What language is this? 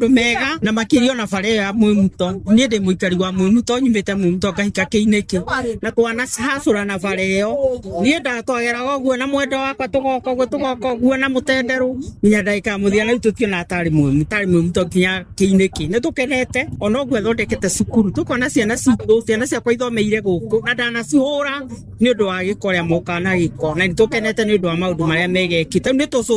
Kikuyu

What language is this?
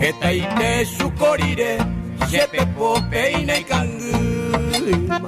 Guarani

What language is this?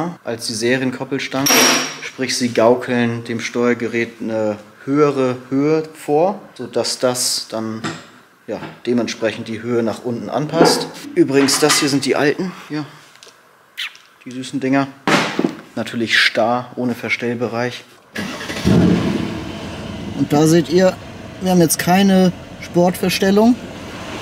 German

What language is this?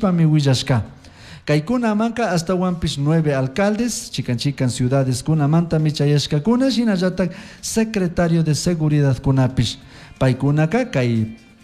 Chimborazo Highland Quichua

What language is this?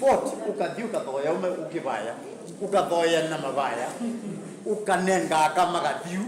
Kamba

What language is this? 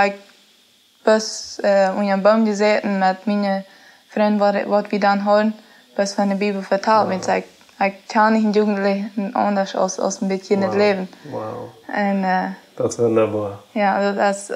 Plautdietsch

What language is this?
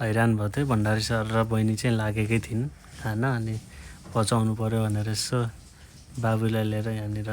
Nepali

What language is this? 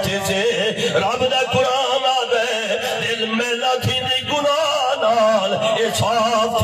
Saraiki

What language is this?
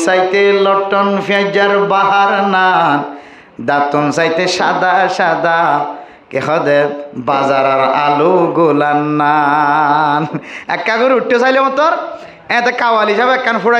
Rohingya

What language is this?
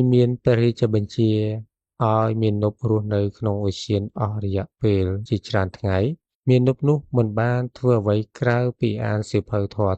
Khmer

